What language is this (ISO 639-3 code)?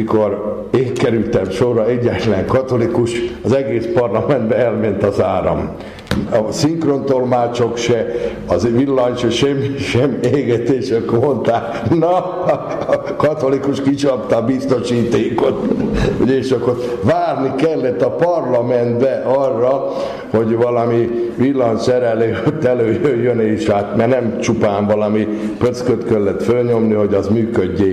hun